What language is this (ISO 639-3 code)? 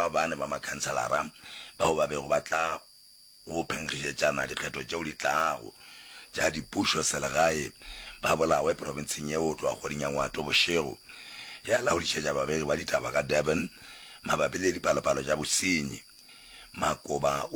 nso